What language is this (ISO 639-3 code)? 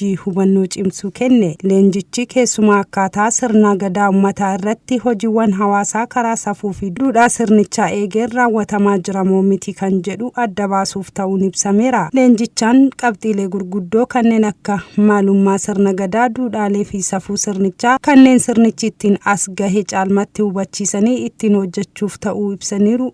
orm